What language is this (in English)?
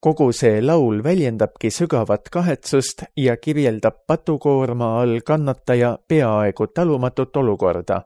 Estonian